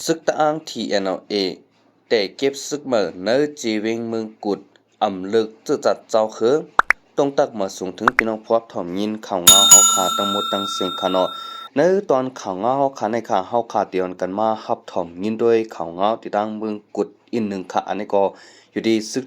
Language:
Shan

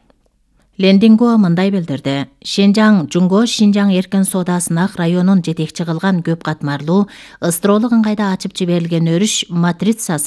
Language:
Kyrgyz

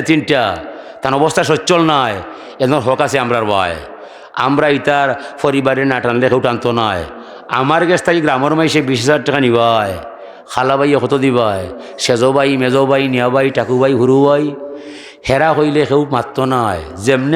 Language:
Sylheti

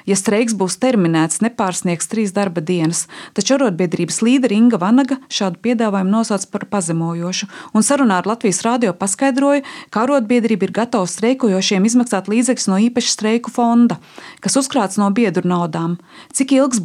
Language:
Latvian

